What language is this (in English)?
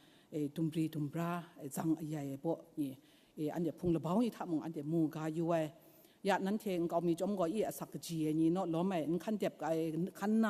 Kachin